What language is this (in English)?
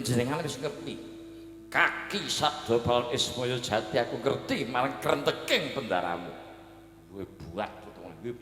Javanese